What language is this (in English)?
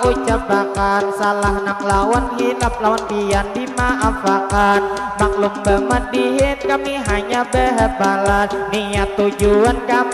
Banjar